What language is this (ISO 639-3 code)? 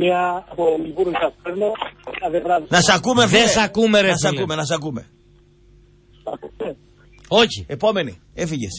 ell